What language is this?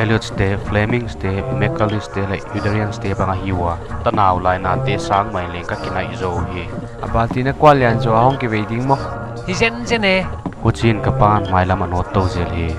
Paite Chin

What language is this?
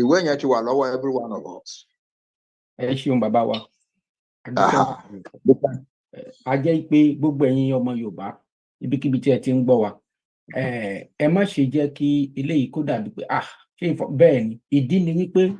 Yoruba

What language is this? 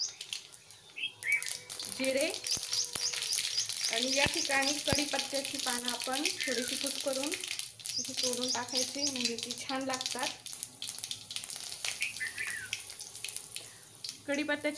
Marathi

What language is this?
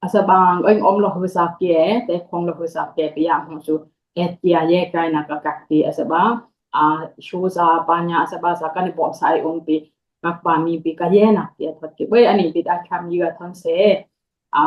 Dimasa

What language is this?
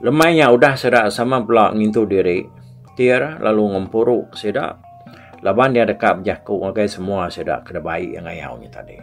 Iban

